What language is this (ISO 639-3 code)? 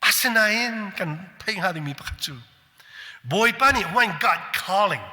cnh